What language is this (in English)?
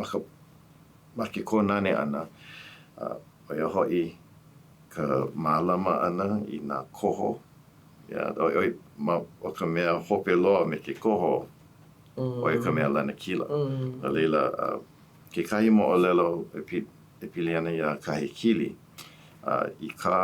Hawaiian